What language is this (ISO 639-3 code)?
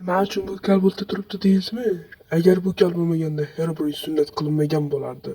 uzb